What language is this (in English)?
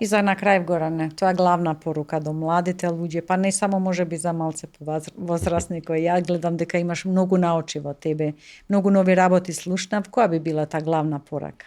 Macedonian